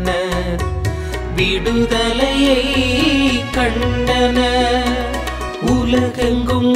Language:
Tamil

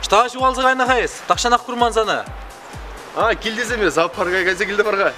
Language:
Chuvash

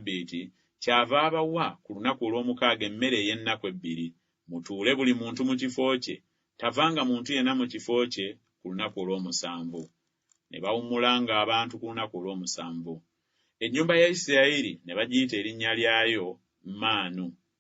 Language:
Ganda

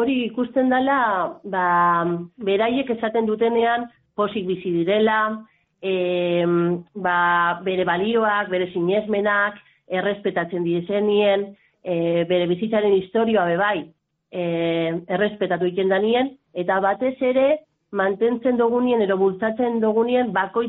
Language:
Basque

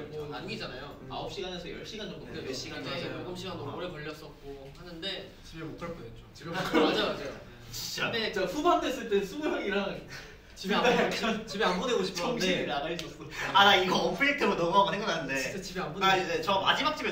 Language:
Korean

